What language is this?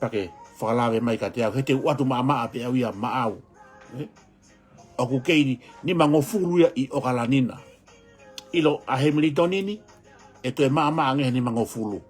Tongan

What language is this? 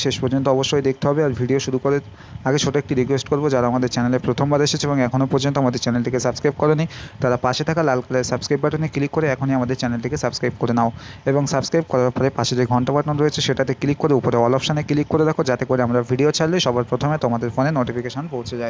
Bangla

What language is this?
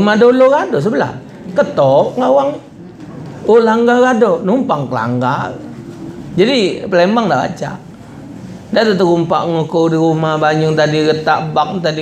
Musi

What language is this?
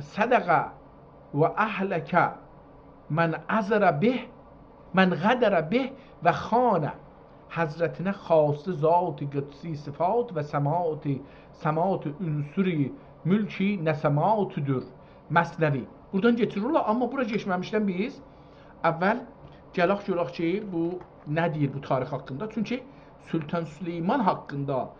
South Azerbaijani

